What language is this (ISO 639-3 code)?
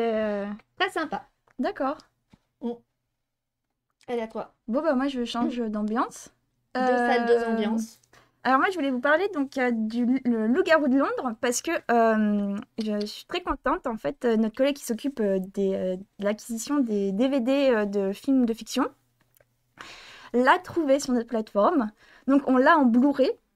fra